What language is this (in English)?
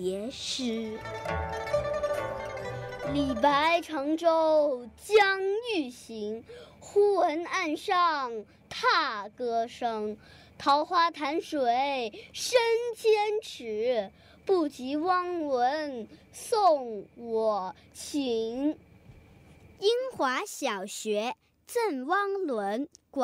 Chinese